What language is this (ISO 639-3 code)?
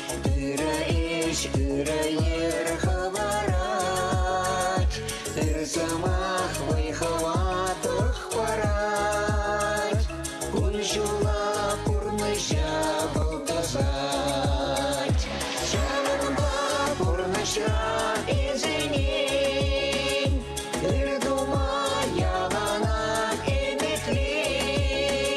chv